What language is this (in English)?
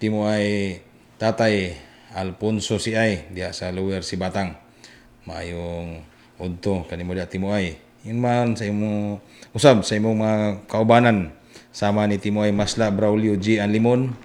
Cebuano